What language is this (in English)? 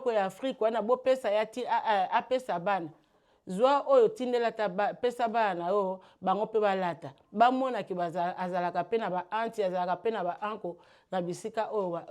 Lingala